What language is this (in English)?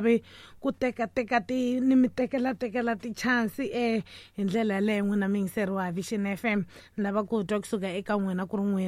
Tsonga